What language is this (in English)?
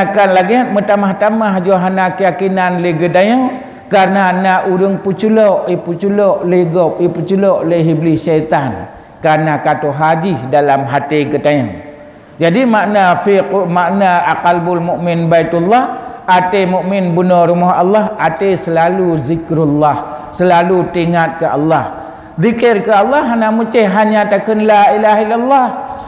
Achinese